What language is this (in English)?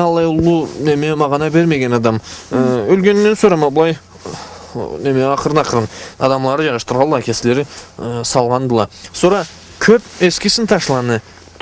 Karachay-Balkar